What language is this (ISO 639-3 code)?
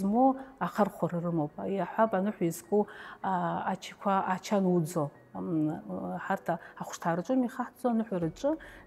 abk